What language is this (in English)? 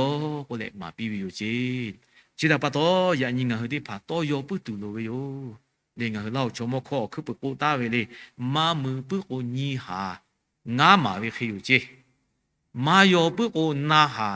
Lahu